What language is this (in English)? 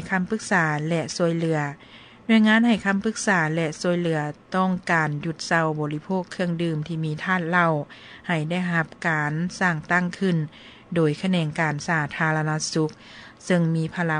Lao